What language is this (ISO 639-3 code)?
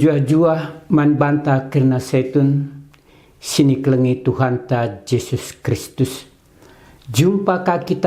btx